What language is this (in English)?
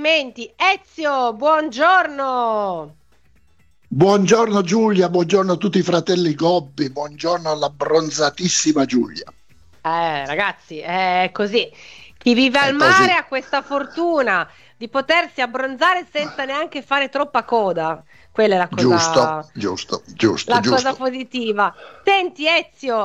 Italian